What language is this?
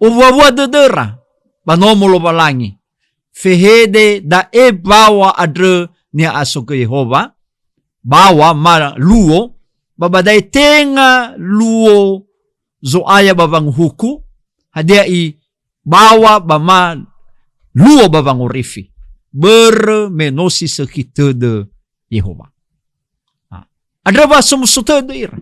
Nias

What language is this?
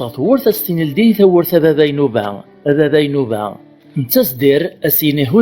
Kabyle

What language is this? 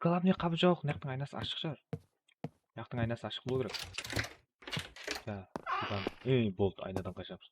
Kara-Kalpak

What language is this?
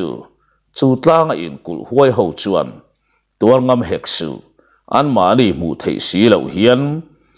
Mizo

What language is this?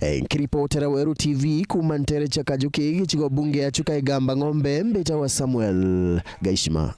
Meru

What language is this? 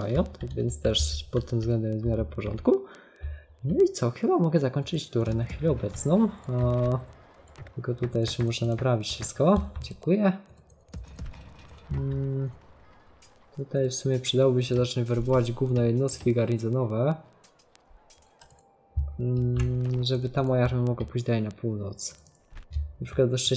Polish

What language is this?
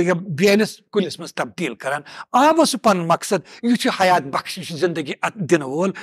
Kashmiri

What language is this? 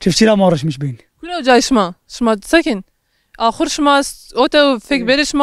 Zaza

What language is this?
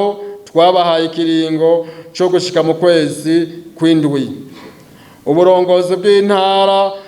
Rundi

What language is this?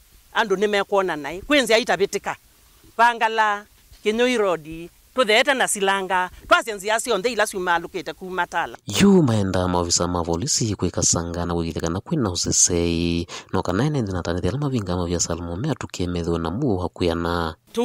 Kamba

